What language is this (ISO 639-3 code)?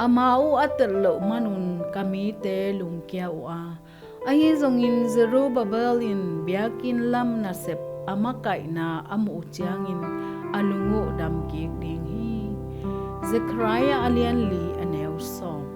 ctd